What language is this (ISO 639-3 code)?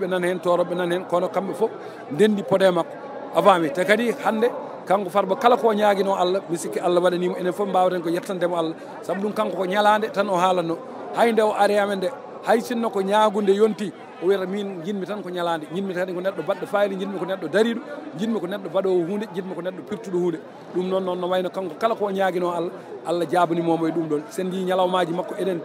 ful